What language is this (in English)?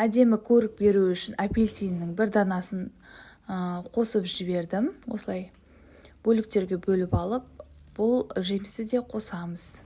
Kazakh